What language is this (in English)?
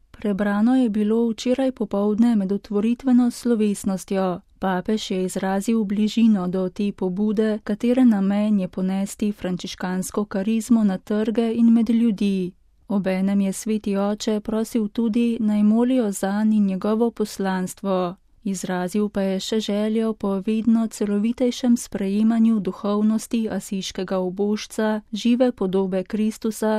Slovenian